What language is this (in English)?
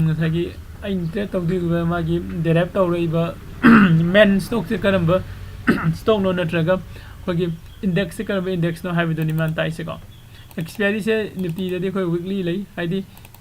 Manipuri